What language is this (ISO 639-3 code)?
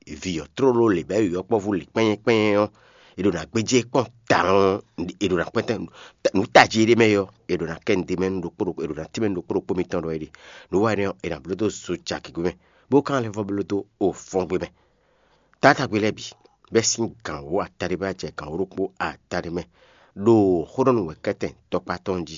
fon